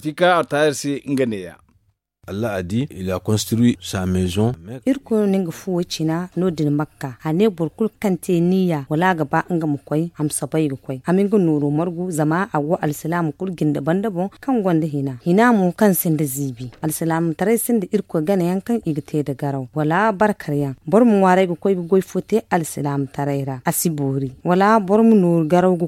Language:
Zarma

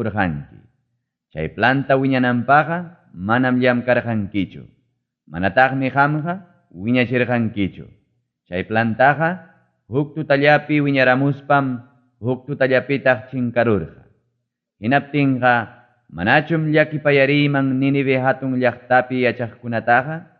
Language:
Ayacucho Quechua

